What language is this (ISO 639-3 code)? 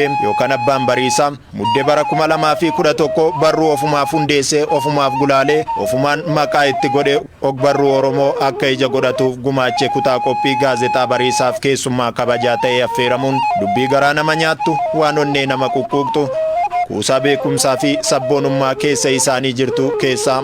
orm